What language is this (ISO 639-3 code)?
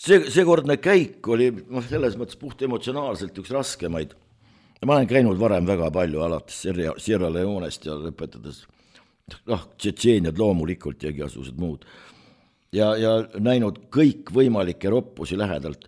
est